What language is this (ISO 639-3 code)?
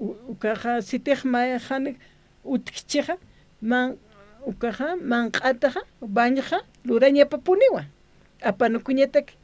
aym